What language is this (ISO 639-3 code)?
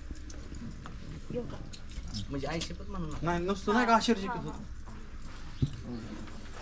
mar